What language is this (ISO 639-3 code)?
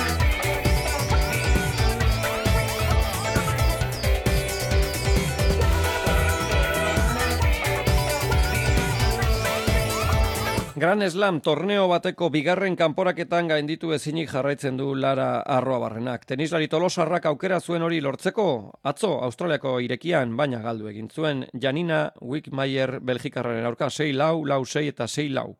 eus